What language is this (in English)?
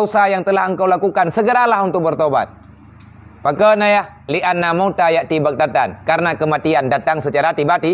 Achinese